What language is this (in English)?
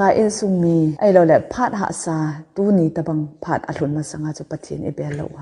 Thado Chin